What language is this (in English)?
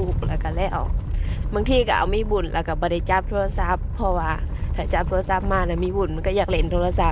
Northeastern Thai